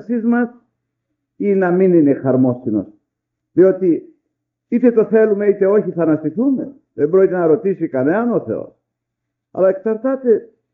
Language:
Greek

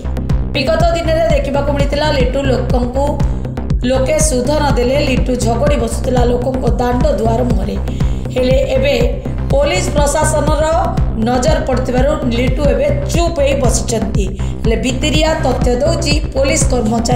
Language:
Odia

